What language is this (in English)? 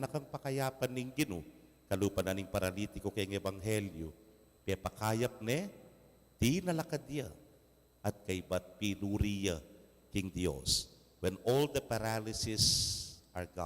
Pampanga